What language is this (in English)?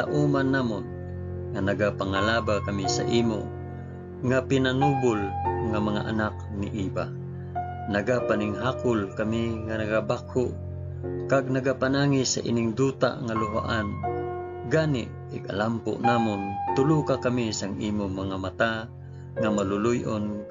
Hiligaynon